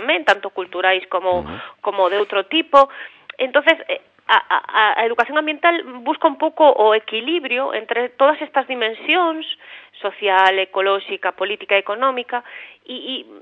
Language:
Galician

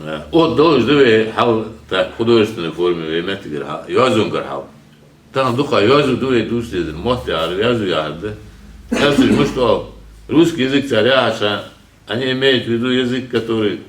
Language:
Ingush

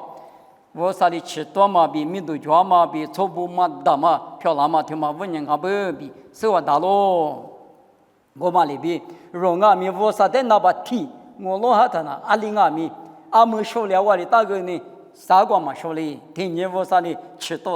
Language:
Lisu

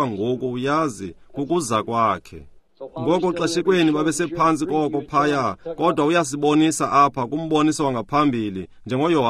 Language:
Xhosa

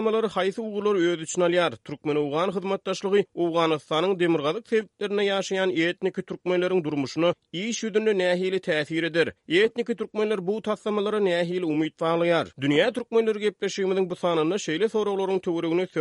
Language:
Turkmen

